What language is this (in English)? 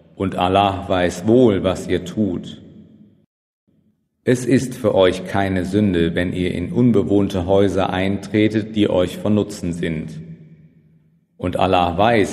German